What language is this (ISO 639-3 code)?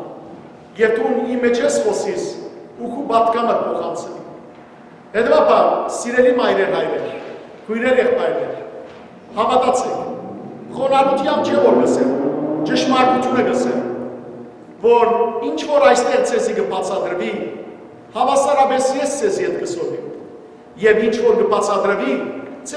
hyw